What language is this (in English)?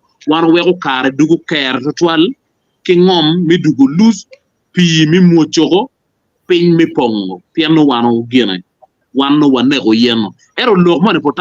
Acoli